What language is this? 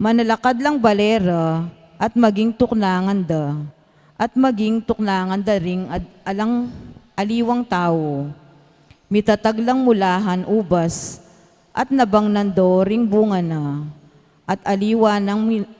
Pampanga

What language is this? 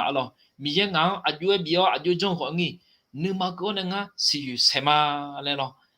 Akha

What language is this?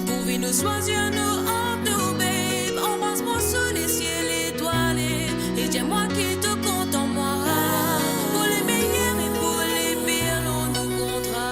Morisyen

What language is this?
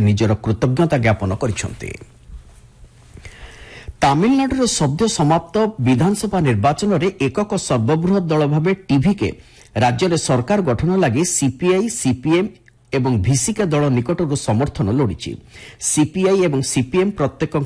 Odia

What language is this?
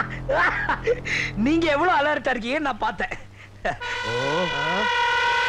Tamil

